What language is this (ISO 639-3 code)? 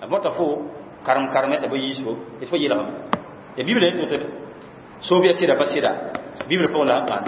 mos